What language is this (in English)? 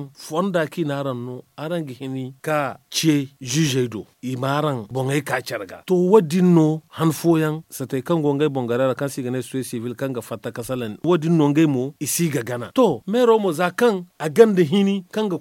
Zarma